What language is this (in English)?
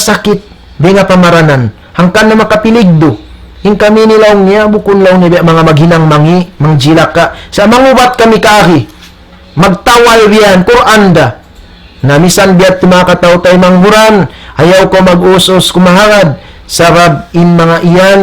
Tausug